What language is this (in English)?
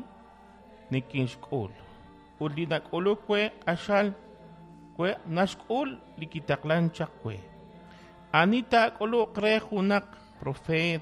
Kekchí